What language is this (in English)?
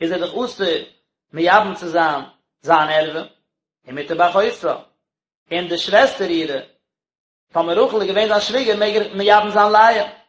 Yiddish